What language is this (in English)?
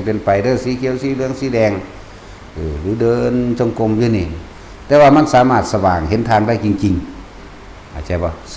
Northeastern Thai